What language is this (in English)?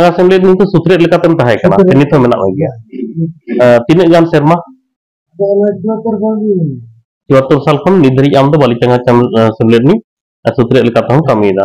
Santali